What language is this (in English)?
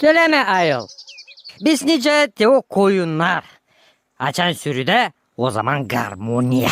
Gagauz